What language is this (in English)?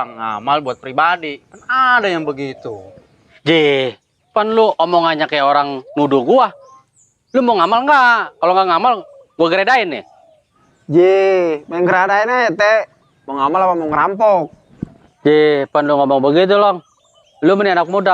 Betawi